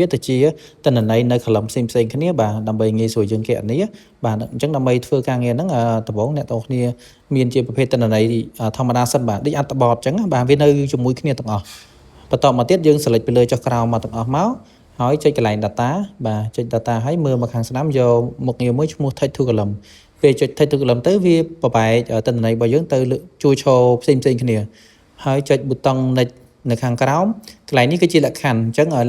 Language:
Khmer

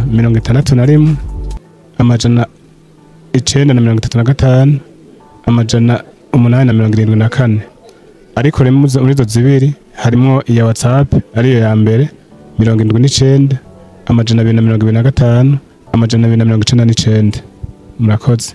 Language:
Rundi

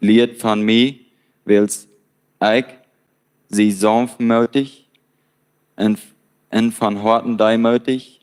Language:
Plautdietsch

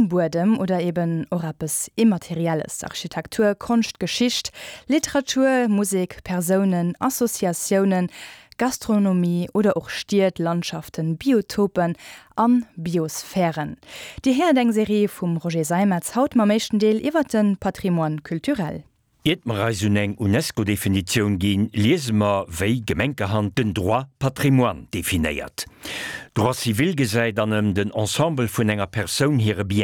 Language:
Luxembourgish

